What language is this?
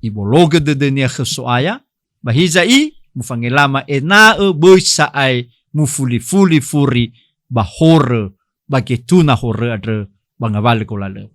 Nias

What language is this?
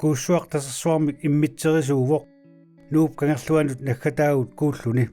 Kalaallisut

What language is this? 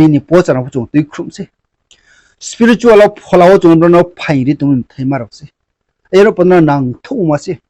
Riang (India)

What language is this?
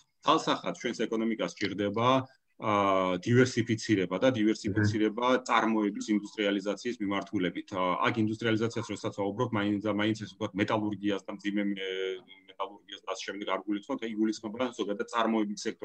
Georgian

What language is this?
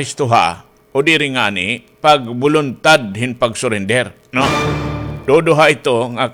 Waray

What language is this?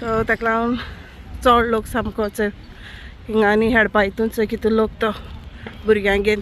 Konkani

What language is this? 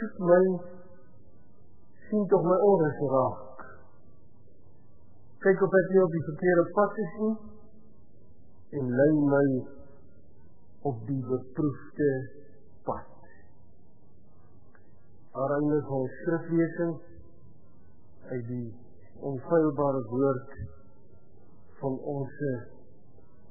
Afrikaans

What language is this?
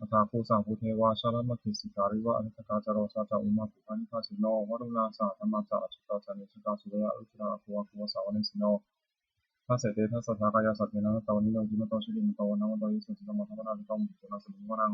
Pali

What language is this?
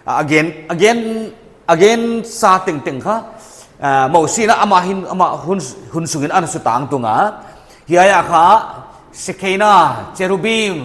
Paite Chin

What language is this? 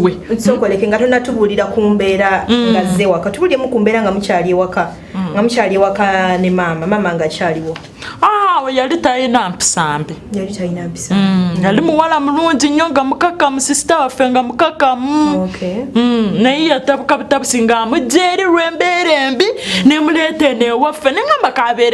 Ganda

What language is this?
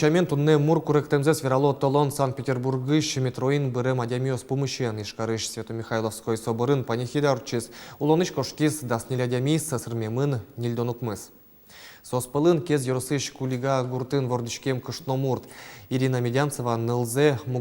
Udmurt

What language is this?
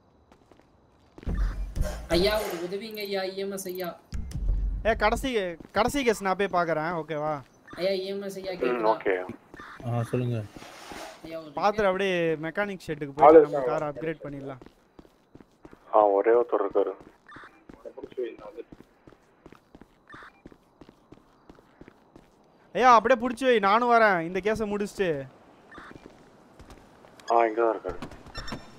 Tamil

